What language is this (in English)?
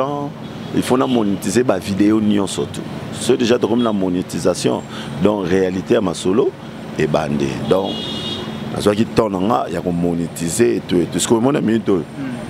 Lingala